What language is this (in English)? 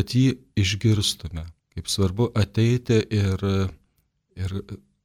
Lithuanian